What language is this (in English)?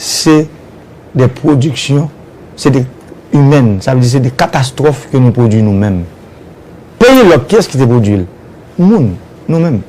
Haitian Creole